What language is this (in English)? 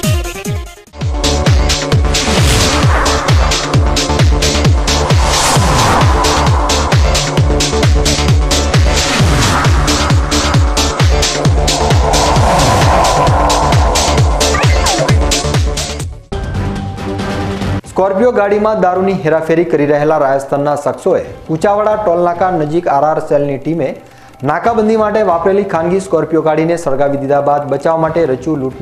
Gujarati